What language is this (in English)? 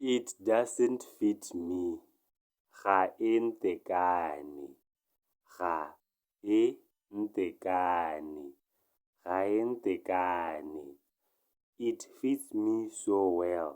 Tswana